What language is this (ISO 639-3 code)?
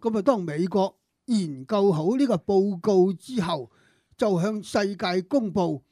yue